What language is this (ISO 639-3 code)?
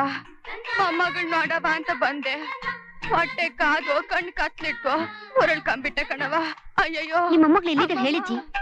kan